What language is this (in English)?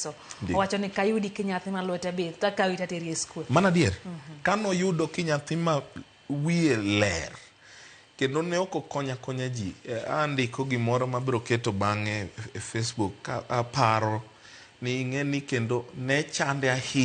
Luo (Kenya and Tanzania)